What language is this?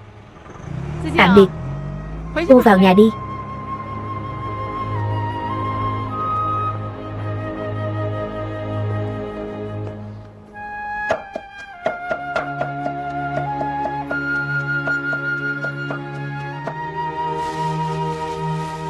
Vietnamese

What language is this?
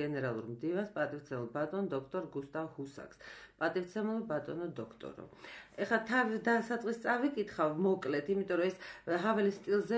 Georgian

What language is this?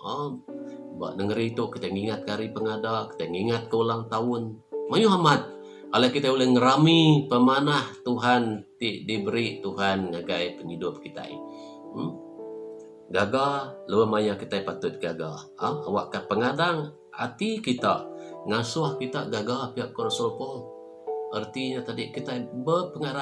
Iban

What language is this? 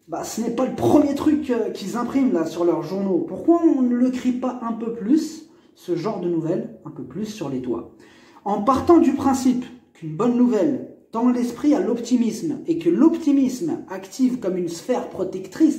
French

